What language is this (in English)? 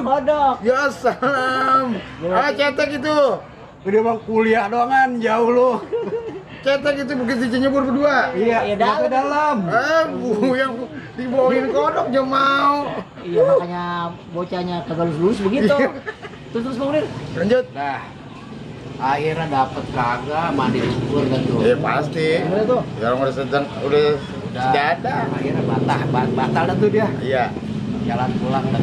Betawi